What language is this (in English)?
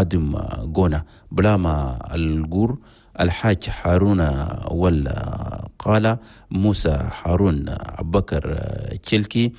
Chadian Arabic